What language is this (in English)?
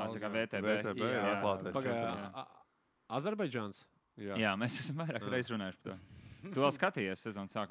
Latvian